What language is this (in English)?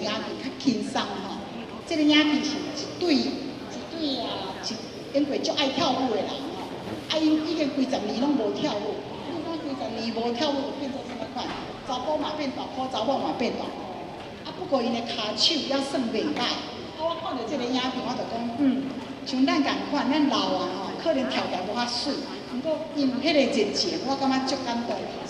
Min Nan Chinese